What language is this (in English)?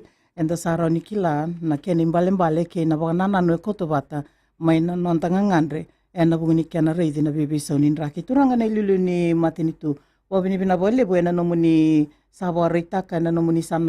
Fijian